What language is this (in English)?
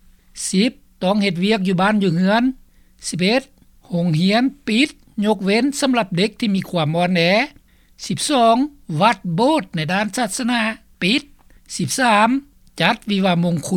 Lao